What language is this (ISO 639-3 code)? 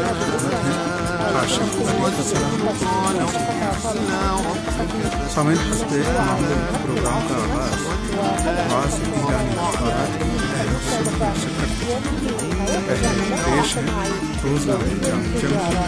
urd